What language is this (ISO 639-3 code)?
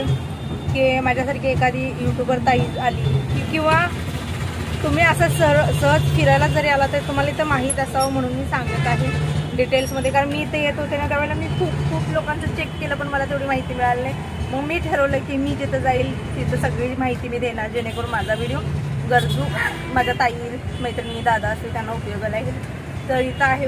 mar